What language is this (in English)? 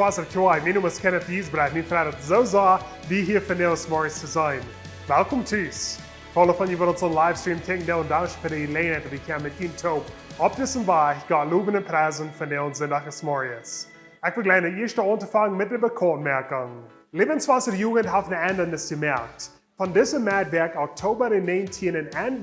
Plautdietsch